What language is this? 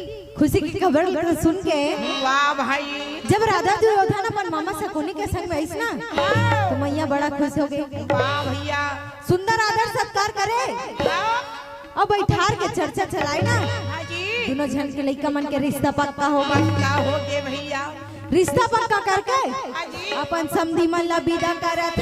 Chhattisgarhi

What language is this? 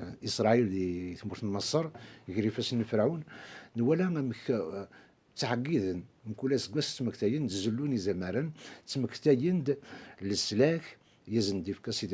Kabyle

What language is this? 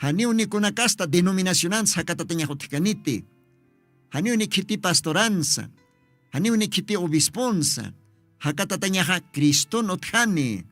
Aymara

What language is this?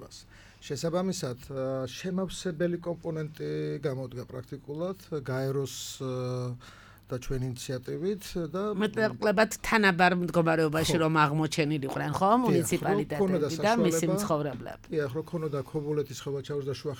Georgian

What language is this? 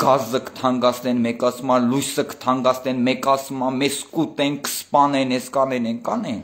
Armenian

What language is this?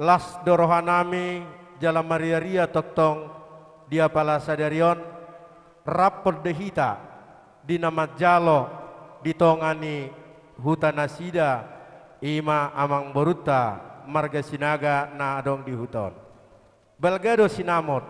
Batak Toba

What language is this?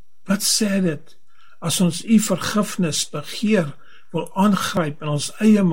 Afrikaans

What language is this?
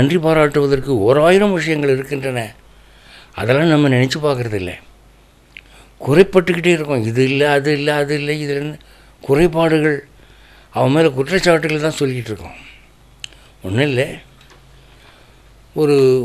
Tamil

